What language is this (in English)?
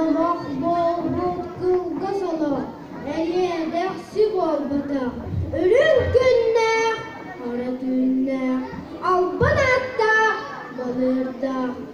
Yakut